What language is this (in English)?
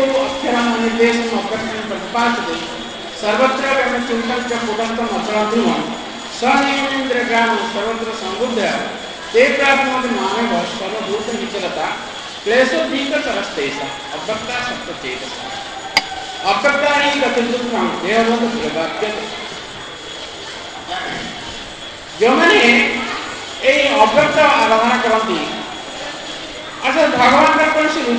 Odia